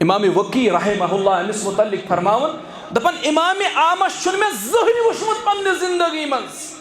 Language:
Kashmiri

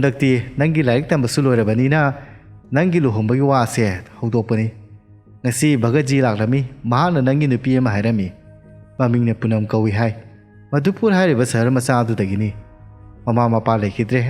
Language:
Manipuri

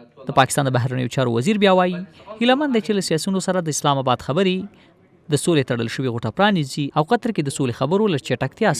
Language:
Pashto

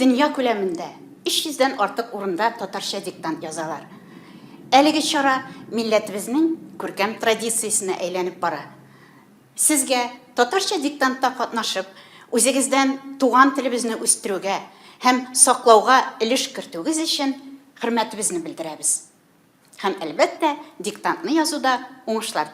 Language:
Tatar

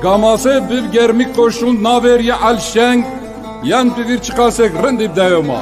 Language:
Zaza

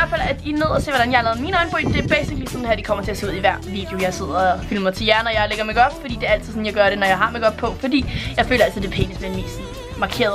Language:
Danish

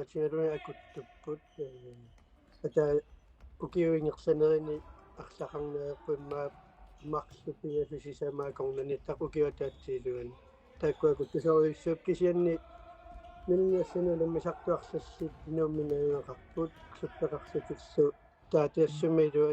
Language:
Kalaallisut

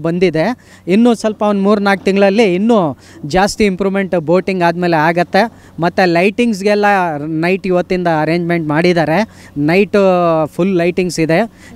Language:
Kannada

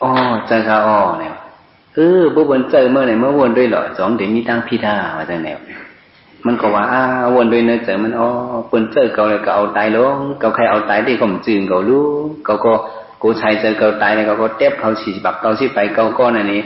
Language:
Shan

